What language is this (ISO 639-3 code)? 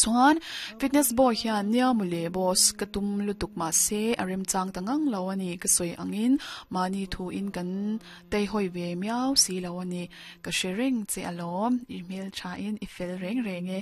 lus